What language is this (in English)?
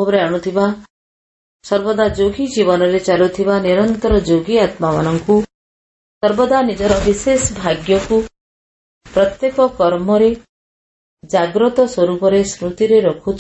Odia